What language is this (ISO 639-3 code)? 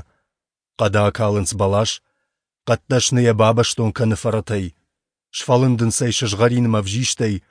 oss